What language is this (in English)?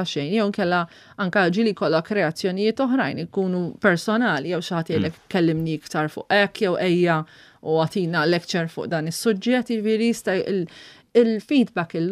Maltese